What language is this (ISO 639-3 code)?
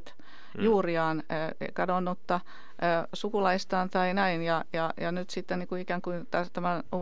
fin